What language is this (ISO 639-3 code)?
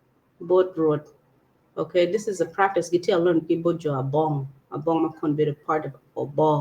ach